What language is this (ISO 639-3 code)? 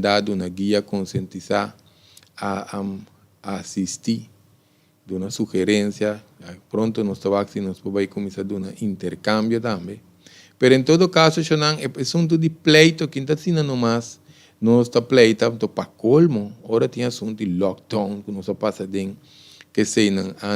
pap